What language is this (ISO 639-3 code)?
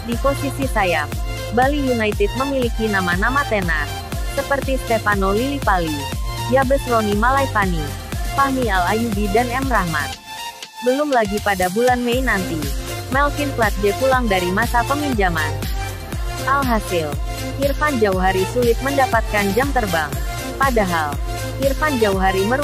ind